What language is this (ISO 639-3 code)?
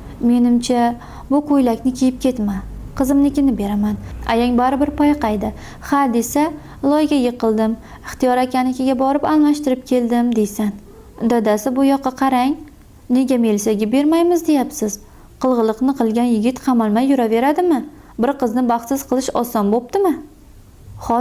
uzb